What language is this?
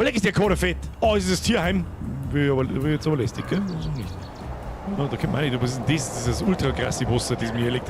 Bavarian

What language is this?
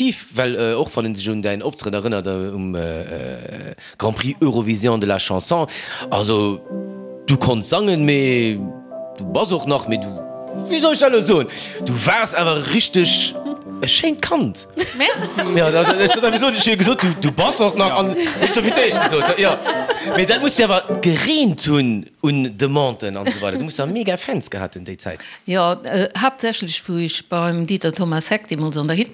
Luxembourgish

